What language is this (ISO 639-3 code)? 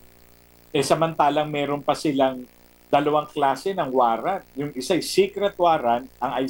fil